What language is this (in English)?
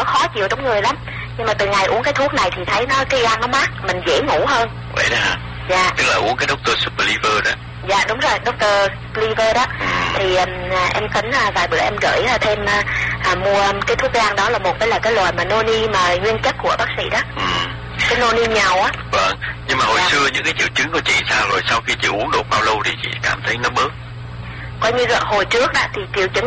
Vietnamese